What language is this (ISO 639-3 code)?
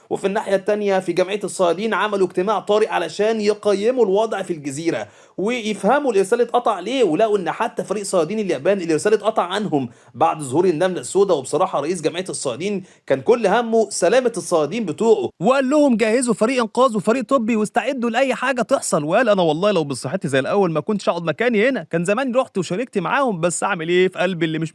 arz